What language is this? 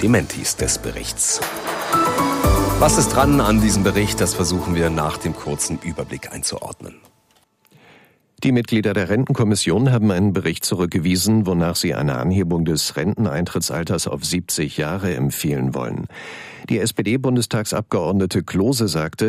German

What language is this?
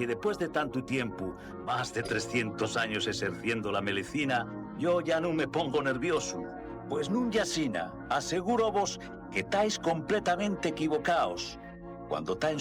Asturian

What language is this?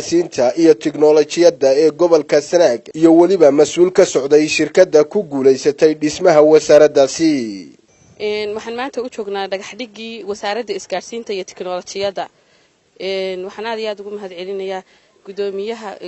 Somali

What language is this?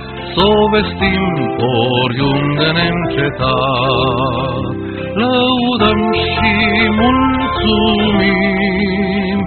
Romanian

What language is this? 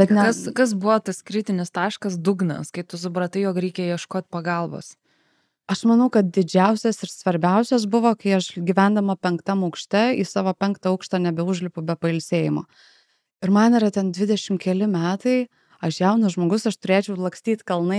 Lithuanian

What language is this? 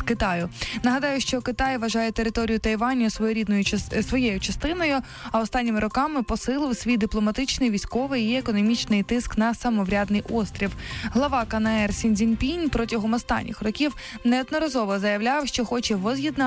Ukrainian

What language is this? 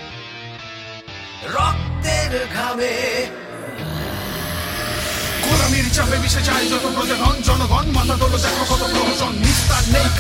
Bangla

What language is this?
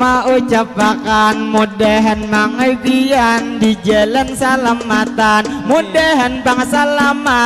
Banjar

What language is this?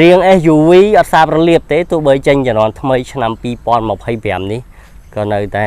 Khmer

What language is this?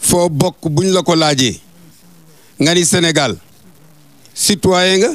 Wolof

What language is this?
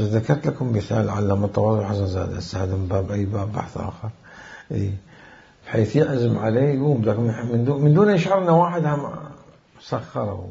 Mesopotamian Arabic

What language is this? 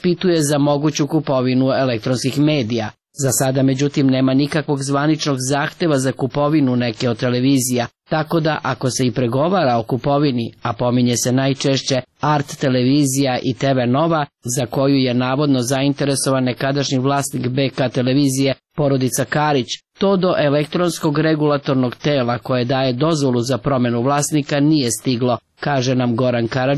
Serbian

